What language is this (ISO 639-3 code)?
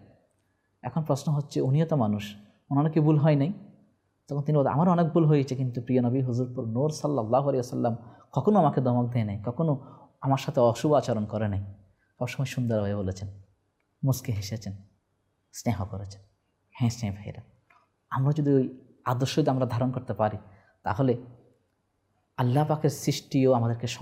ben